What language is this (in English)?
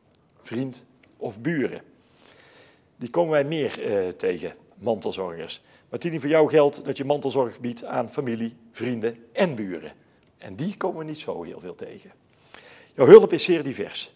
Dutch